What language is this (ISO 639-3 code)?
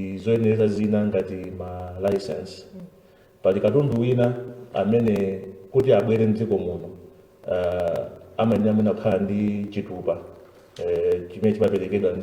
nya